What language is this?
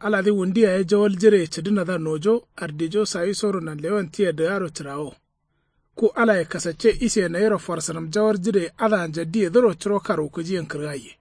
Kanuri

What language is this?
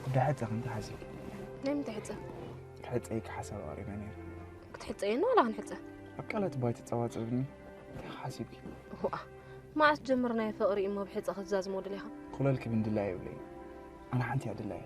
Tigrinya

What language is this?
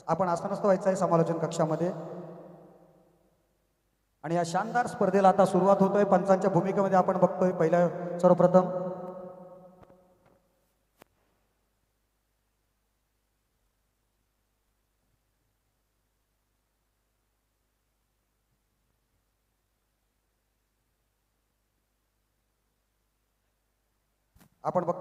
Marathi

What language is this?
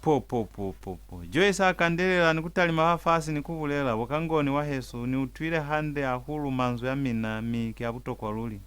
Lozi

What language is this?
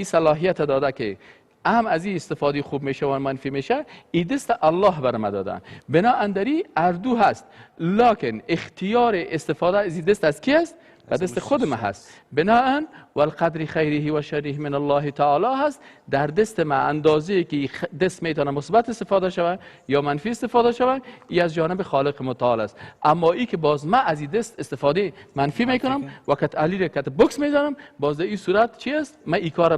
Persian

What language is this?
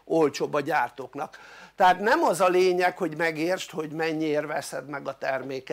Hungarian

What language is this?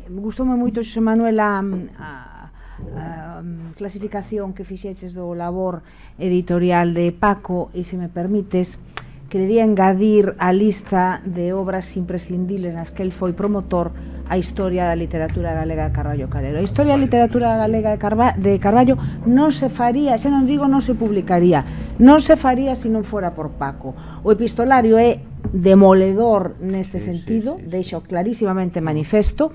Galician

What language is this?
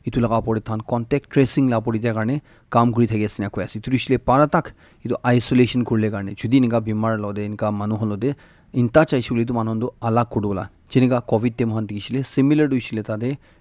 Naga Pidgin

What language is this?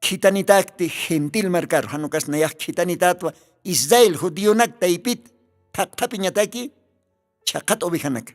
Aymara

